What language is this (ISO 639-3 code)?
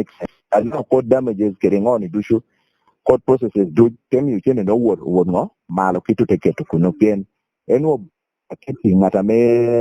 laj